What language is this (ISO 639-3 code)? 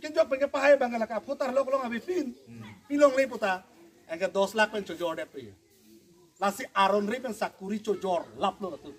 mjw